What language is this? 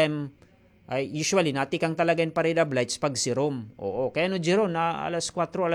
Waray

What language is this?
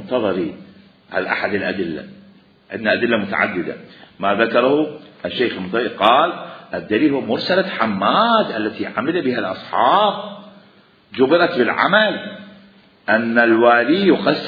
Mesopotamian Arabic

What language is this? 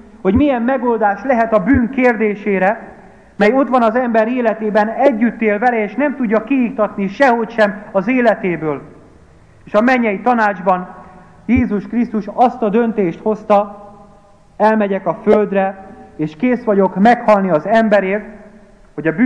Hungarian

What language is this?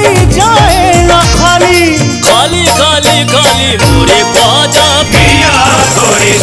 Bhojpuri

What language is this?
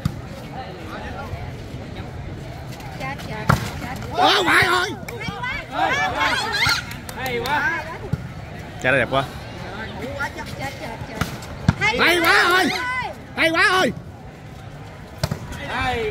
Vietnamese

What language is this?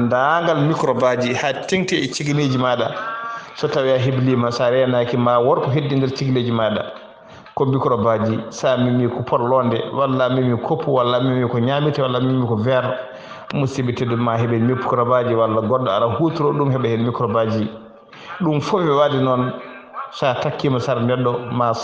Fula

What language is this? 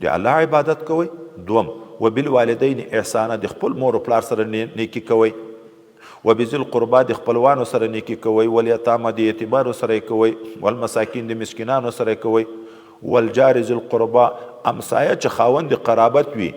Pashto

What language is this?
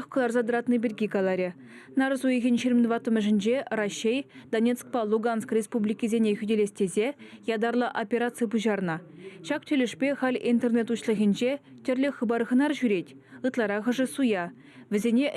Chuvash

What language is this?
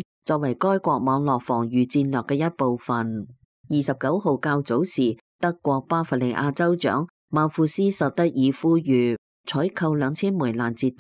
Cantonese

